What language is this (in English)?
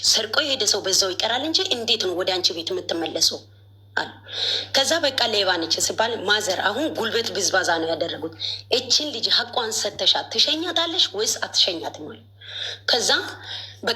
Amharic